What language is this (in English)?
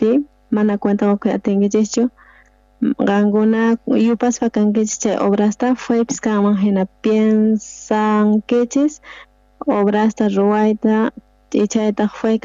South Bolivian Quechua